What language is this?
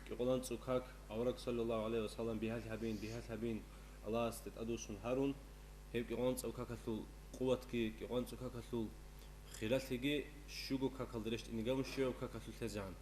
Avaric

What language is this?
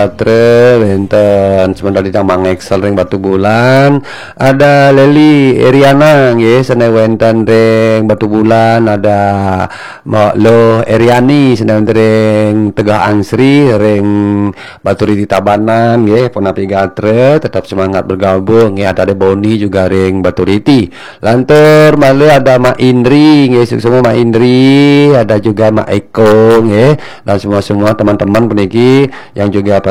Balinese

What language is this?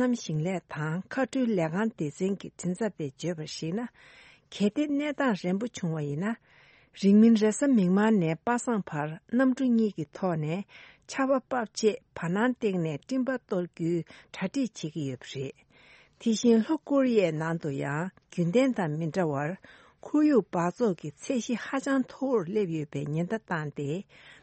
Tibetan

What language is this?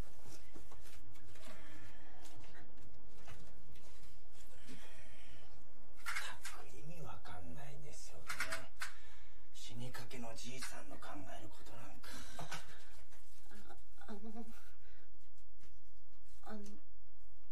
Japanese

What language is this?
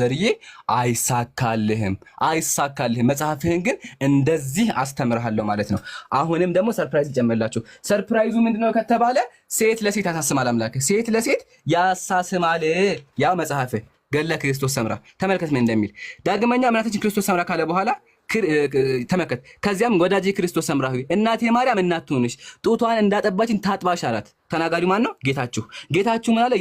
Amharic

